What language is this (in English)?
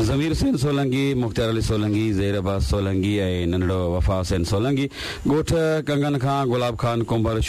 Sindhi